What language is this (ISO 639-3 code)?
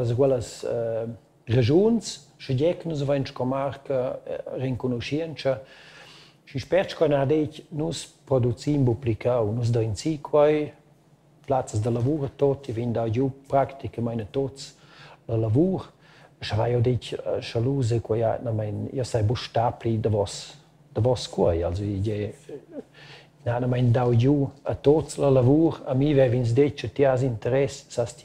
roh